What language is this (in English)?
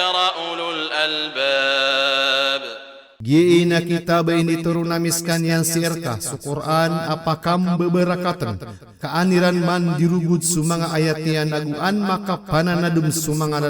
Maranao